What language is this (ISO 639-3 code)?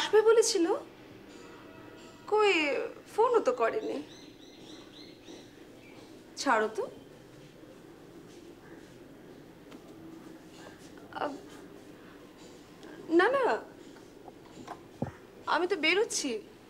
ben